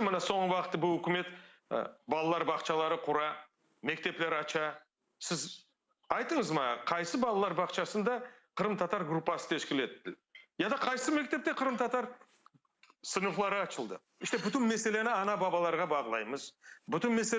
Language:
Crimean Tatar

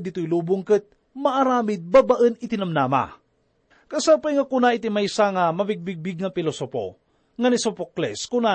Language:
Iloko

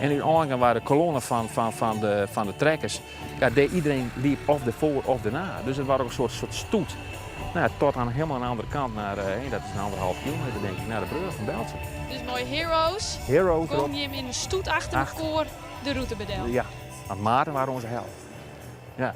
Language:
Western Frisian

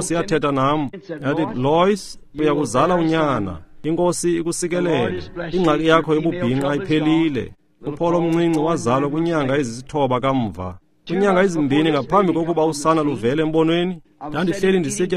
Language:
Xhosa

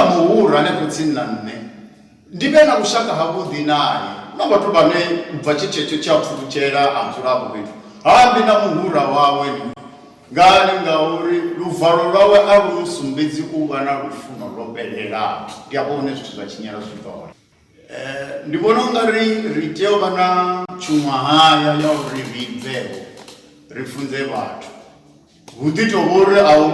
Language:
Venda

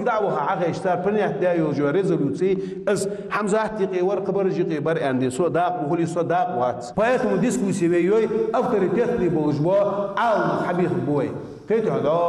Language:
Chechen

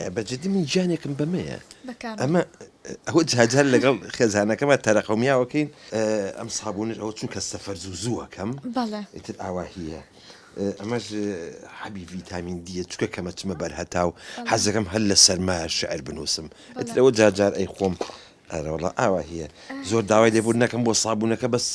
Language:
Central Kurdish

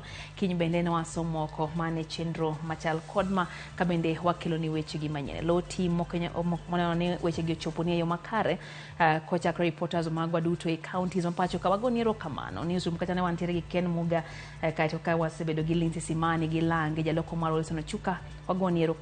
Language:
Luo (Kenya and Tanzania)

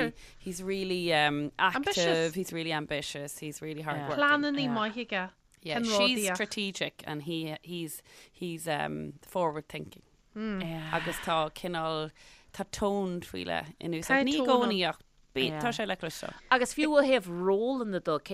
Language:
Irish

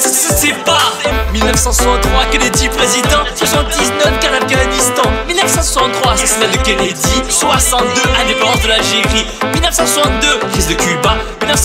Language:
French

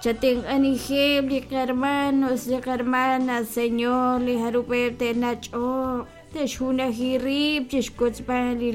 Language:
Kekchí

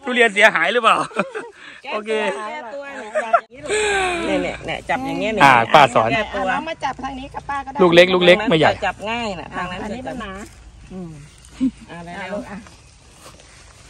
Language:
Thai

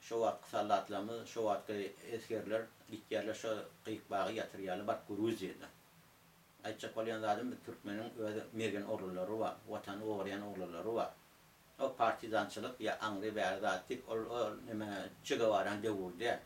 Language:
Turkmen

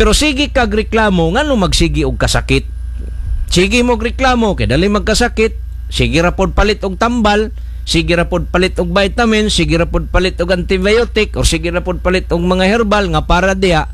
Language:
Cebuano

